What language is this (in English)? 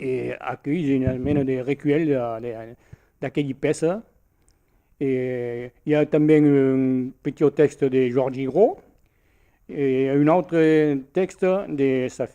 Occitan